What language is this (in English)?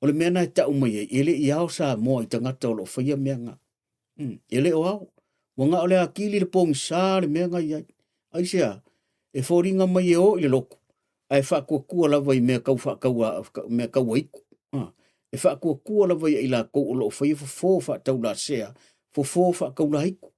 Samoan